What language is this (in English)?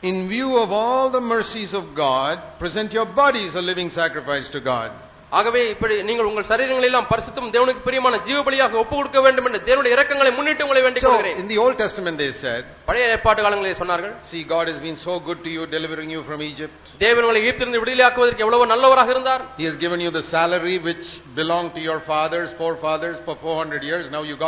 Tamil